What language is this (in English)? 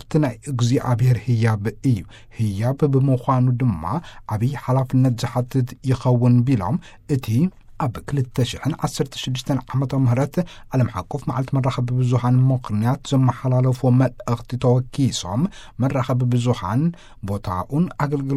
Tigrinya